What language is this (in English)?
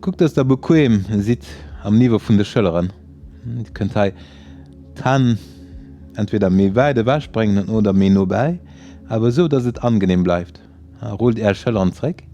Luxembourgish